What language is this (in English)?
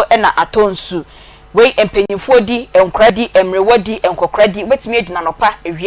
Akan